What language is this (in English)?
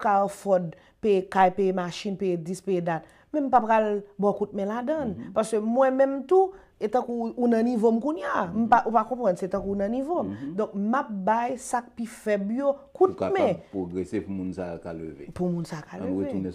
Haitian Creole